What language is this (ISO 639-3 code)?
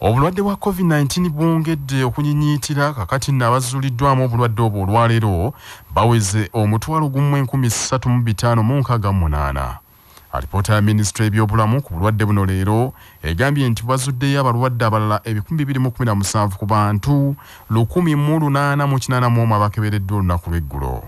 lug